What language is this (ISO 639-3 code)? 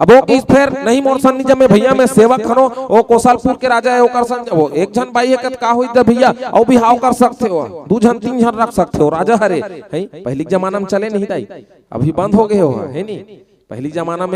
hne